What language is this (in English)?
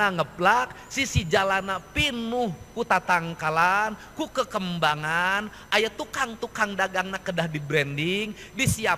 Sundanese